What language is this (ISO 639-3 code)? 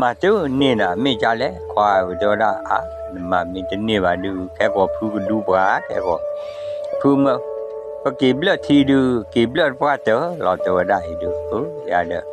ksw